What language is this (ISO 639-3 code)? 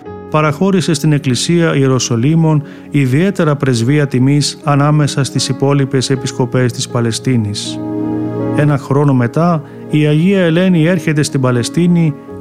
ell